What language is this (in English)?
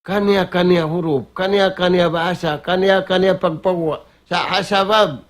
Tausug